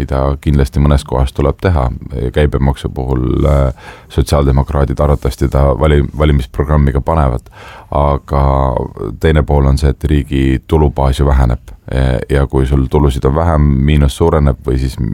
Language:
Estonian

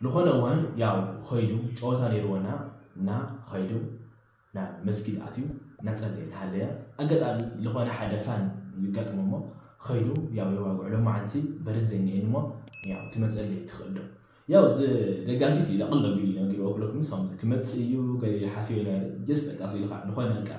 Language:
Tigrinya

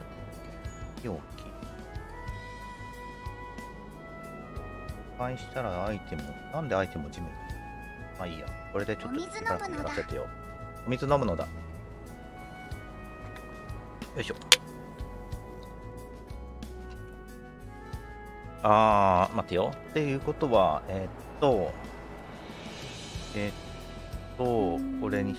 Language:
Japanese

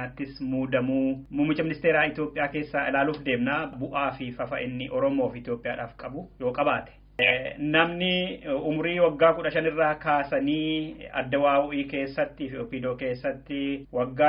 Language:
Oromo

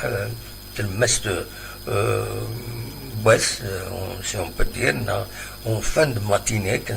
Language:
Kabyle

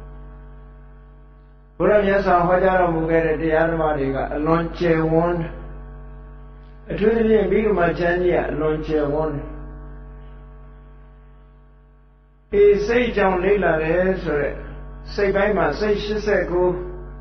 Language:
Burmese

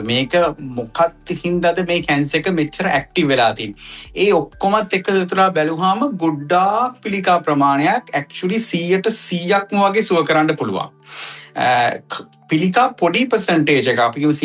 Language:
Sinhala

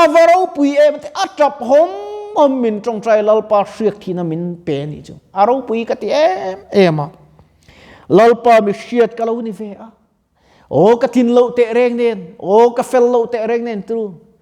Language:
Mizo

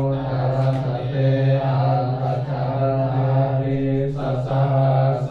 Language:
Pali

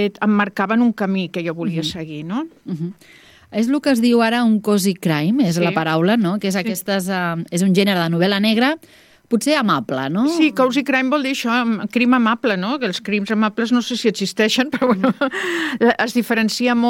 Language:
Catalan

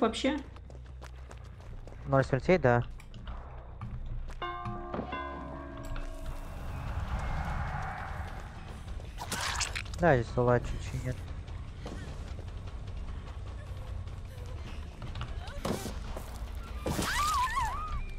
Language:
Russian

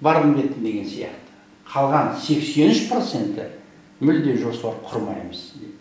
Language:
Kazakh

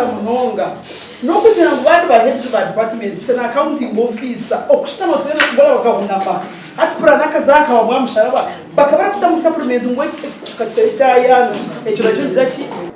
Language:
Nyankole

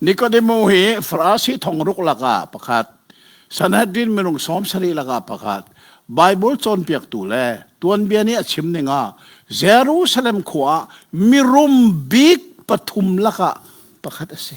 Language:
Hakha Chin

